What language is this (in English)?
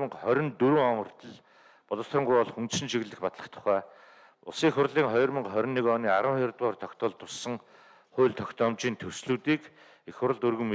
Mongolian